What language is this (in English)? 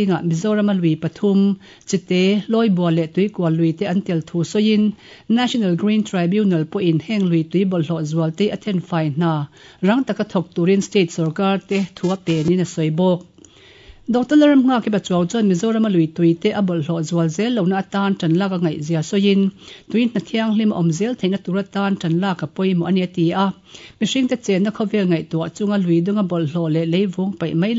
Mizo